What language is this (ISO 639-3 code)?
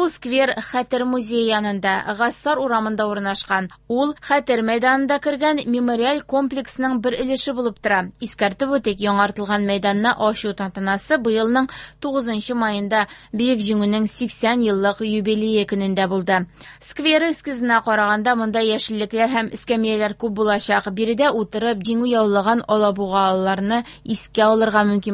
tat